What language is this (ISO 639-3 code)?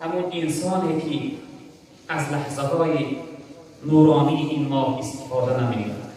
tgk